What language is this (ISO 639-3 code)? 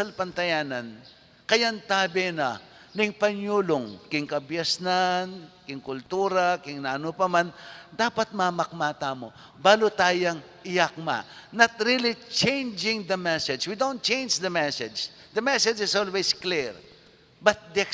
pam